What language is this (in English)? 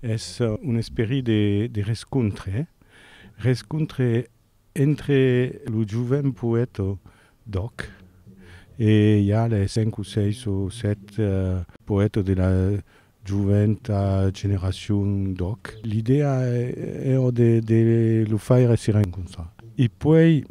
Occitan